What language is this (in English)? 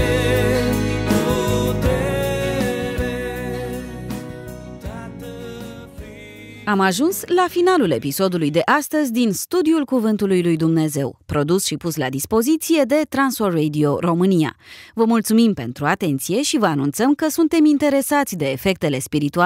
Romanian